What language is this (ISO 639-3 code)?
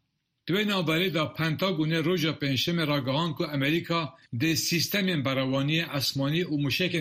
kur